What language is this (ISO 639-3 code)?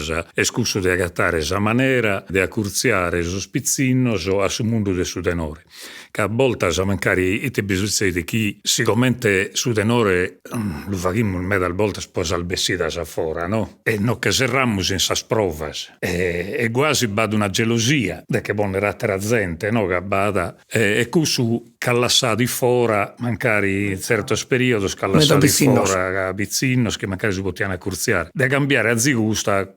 srd